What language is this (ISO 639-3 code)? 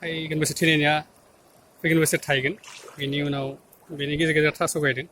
brx